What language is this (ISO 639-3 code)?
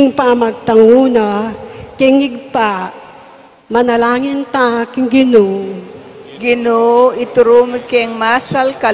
pam